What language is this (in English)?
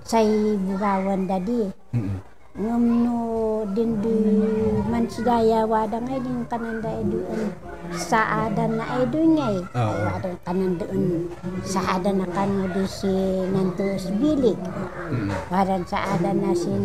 Kankanaey